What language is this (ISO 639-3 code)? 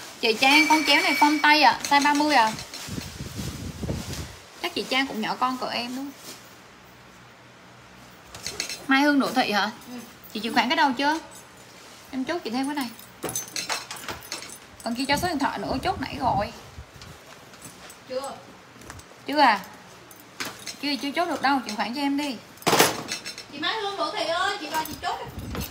vie